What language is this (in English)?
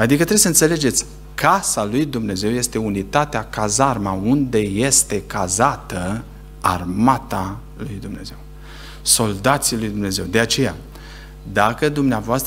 Romanian